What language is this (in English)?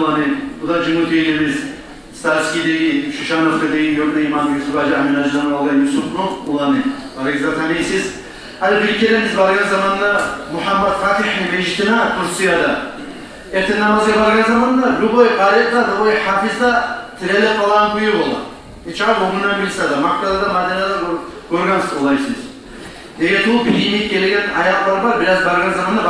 Kumyk